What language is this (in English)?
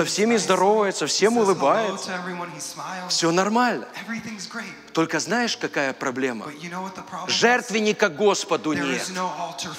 Russian